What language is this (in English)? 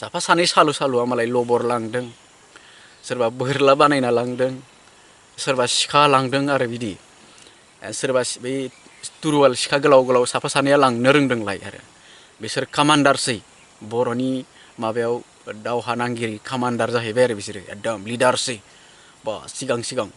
Bodo